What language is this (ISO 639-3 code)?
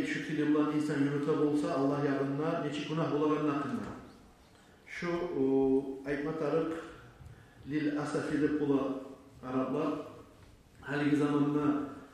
kum